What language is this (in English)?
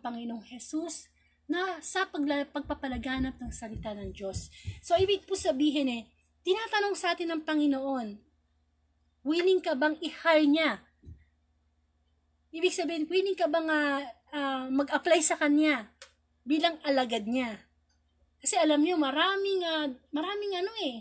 Filipino